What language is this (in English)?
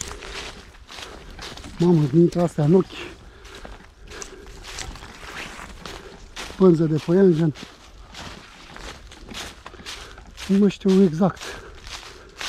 Romanian